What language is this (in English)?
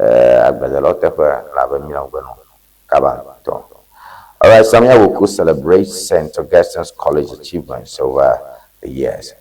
Ewe